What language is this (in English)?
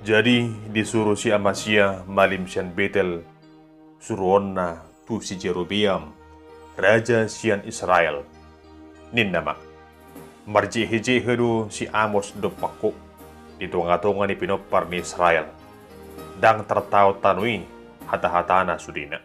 Batak Toba